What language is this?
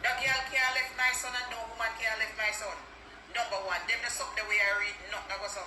Jamaican Creole English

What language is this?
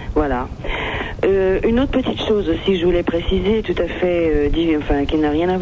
French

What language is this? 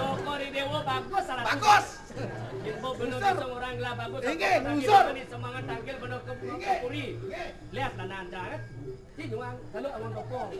Balinese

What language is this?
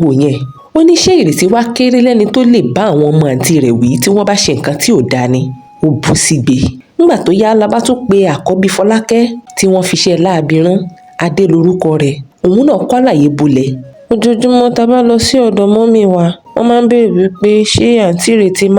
Yoruba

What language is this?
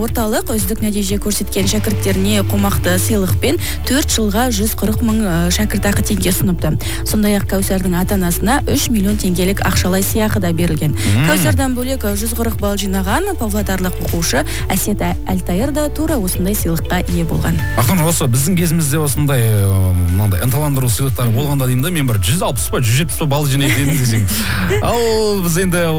Kazakh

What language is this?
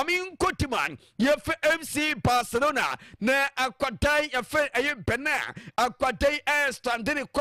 Akan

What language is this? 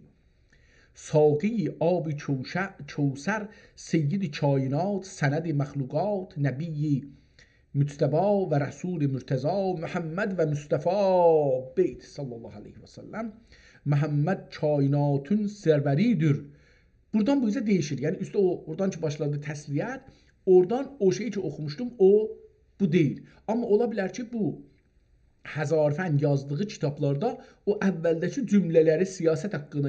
South Azerbaijani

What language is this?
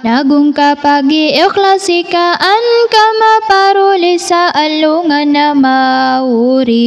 Maranao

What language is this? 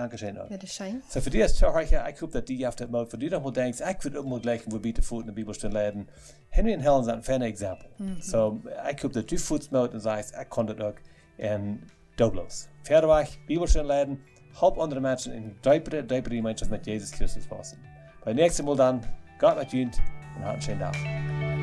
Plautdietsch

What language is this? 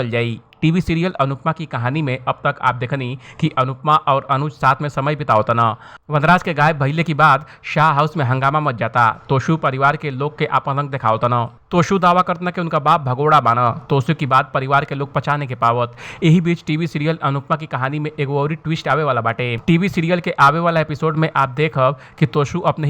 Bhojpuri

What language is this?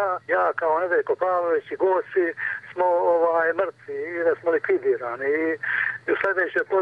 Serbian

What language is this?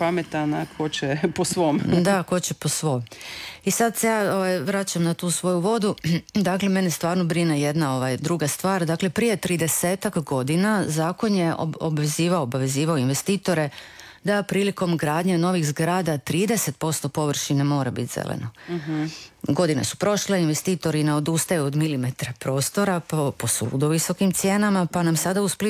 Croatian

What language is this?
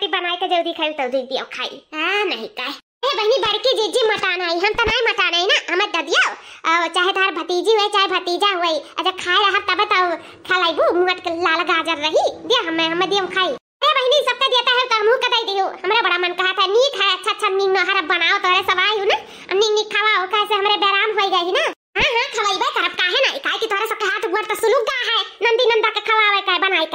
Awadhi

